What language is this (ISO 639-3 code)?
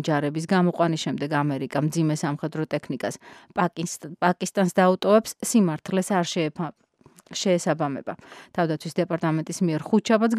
kat